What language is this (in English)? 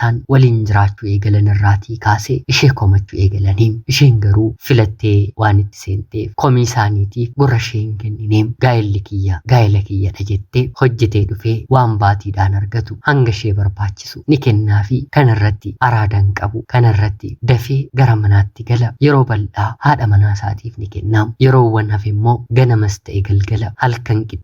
Oromo